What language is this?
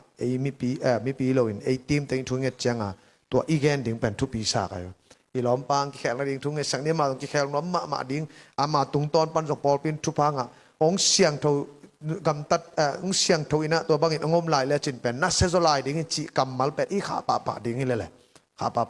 Tedim Chin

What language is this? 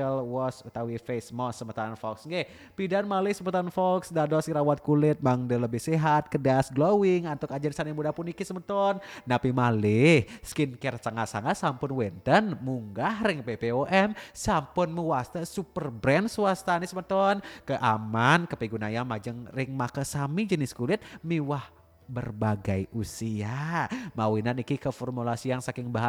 Balinese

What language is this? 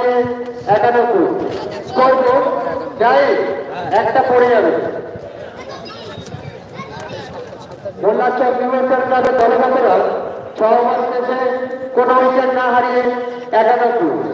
Bangla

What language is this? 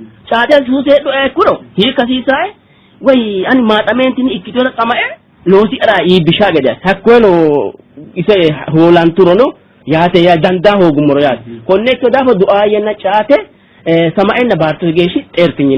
Sidamo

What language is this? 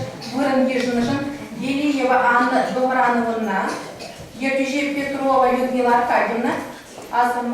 Chuvash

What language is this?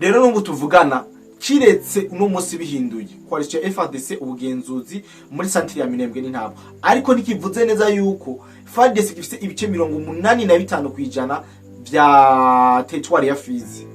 Rundi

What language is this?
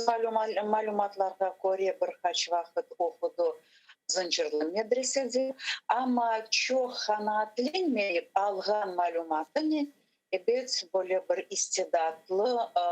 Crimean Tatar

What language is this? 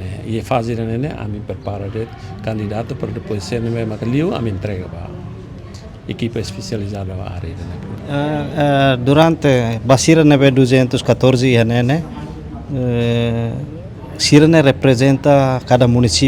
Tetum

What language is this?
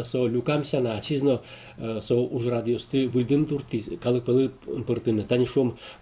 Udmurt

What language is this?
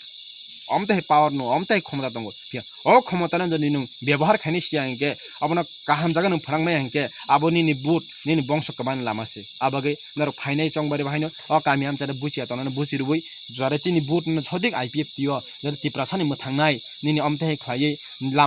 Kok Borok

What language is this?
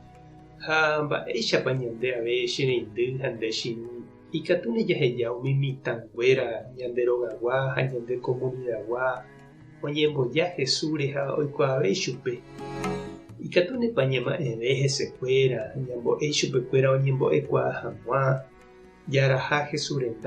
Guarani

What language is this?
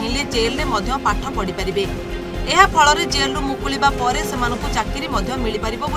Odia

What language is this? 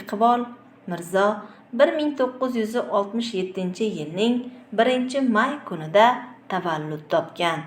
Uzbek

